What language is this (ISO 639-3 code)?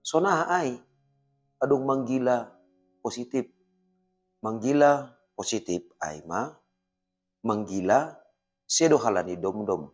bts